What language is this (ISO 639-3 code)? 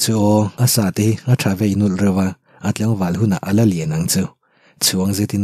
lus